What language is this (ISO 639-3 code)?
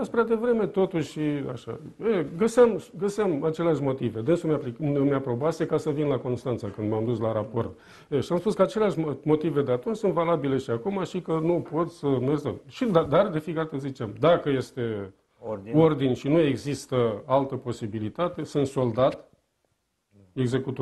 ron